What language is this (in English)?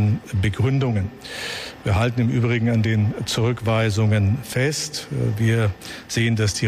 German